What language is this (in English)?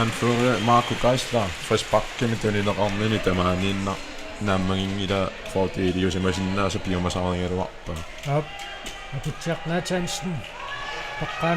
Kalaallisut